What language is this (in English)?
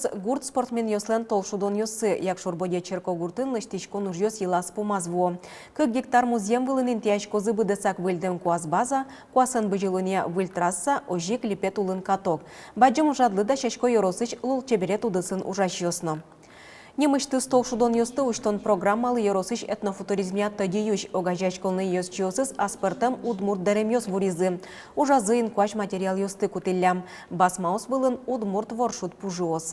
Udmurt